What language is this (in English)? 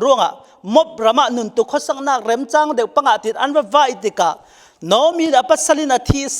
Falam Chin